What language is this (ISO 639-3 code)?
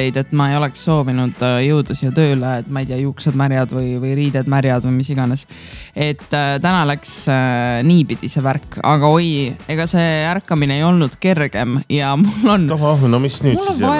est